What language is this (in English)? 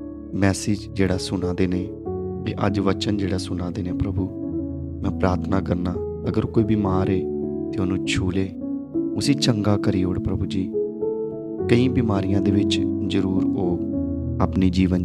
Dogri